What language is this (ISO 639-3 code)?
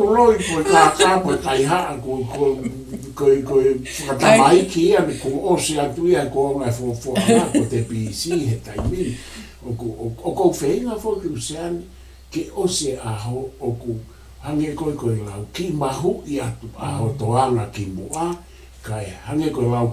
ton